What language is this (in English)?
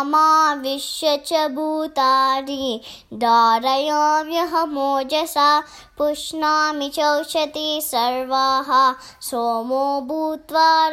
Sanskrit